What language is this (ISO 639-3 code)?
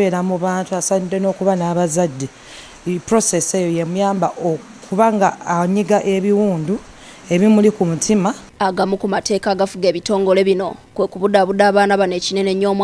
lug